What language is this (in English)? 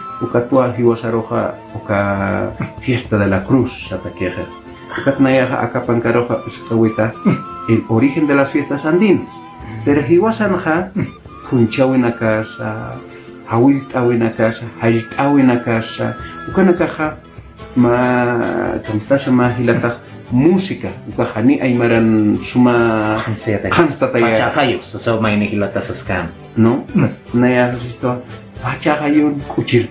Aymara